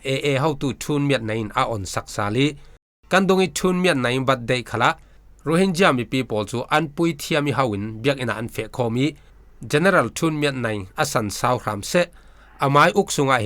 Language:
Falam Chin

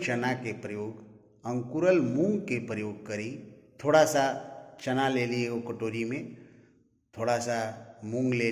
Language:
Bhojpuri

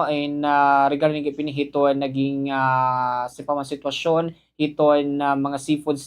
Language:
Waray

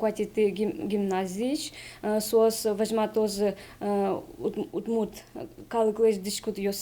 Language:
Udmurt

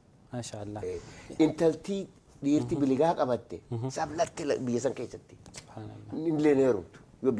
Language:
Oromo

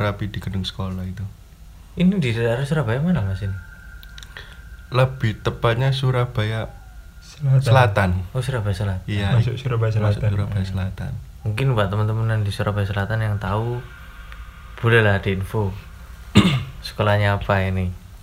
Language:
Indonesian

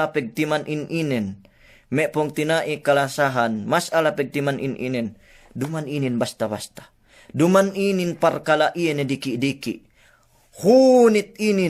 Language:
Yakan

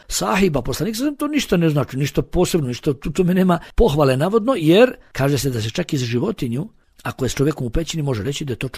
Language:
Bosnian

